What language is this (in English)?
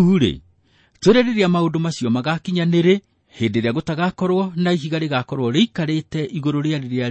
Kikuyu